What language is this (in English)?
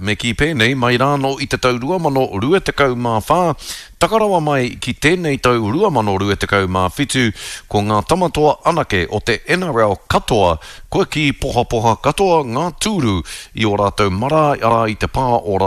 Māori